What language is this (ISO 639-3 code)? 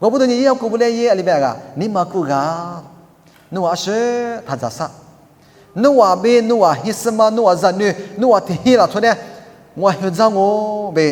lis